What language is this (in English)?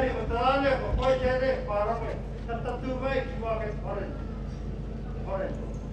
Māori